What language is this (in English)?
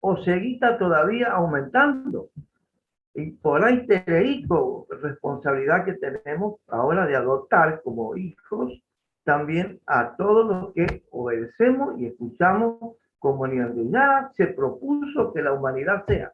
Guarani